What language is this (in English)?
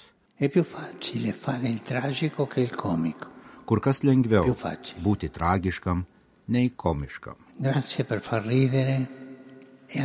Lithuanian